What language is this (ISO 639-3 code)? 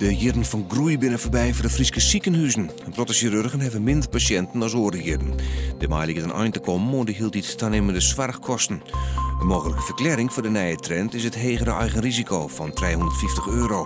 fry